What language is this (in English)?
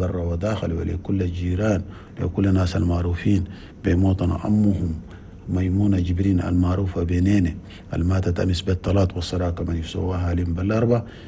Chadian Arabic